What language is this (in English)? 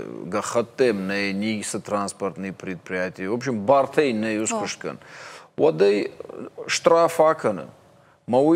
Ossetic